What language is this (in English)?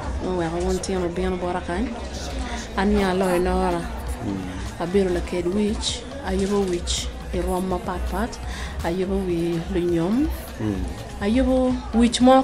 Acoli